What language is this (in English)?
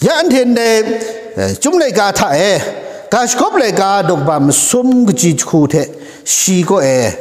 Kachin